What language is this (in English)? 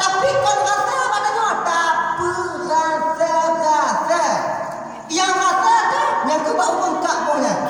Achinese